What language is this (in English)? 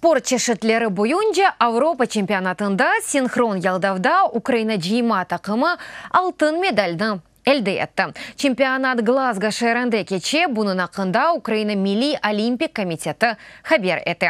Crimean Tatar